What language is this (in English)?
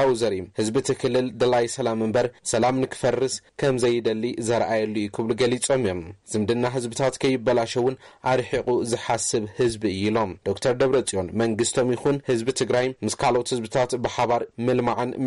Tigrinya